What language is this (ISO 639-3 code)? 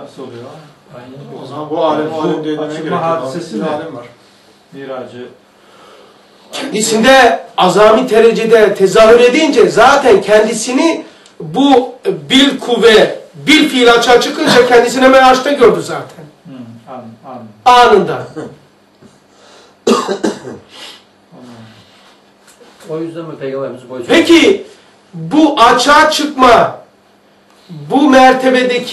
tur